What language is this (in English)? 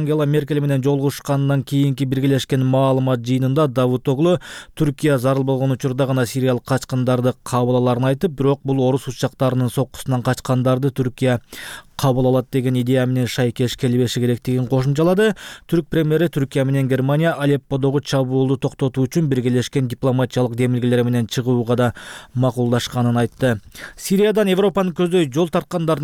Kyrgyz